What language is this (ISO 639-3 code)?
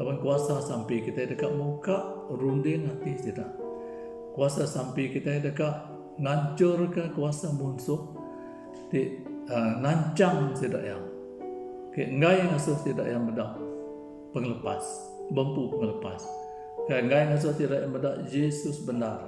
iba